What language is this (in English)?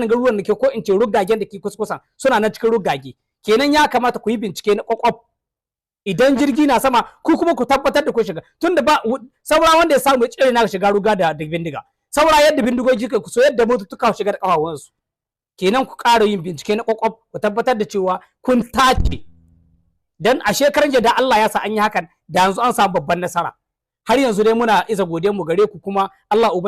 Hausa